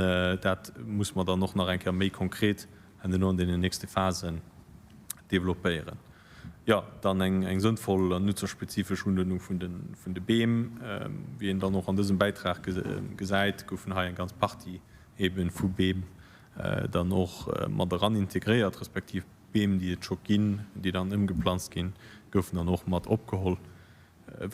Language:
Luxembourgish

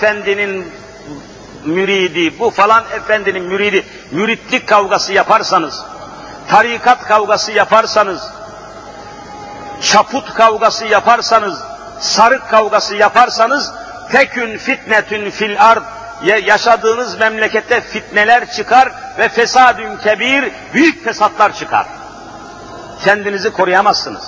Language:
Turkish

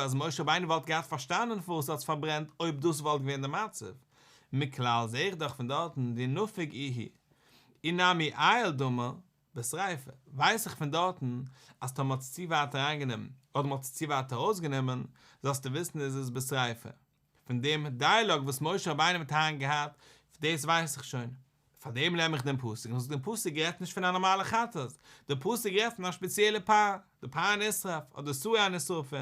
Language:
Yiddish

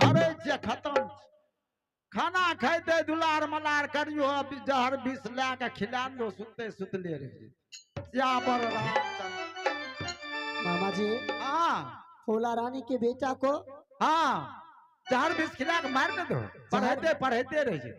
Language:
Maithili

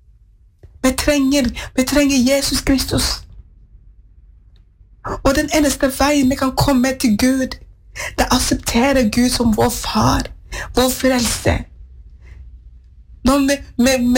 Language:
Norwegian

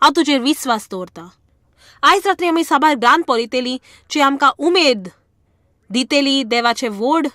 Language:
Konkani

